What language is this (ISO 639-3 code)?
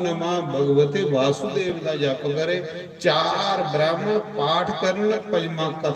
doi